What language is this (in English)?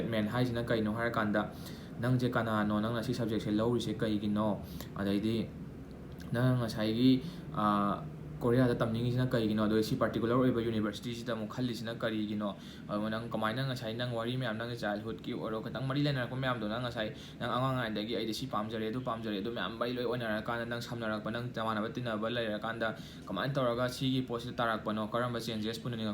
Manipuri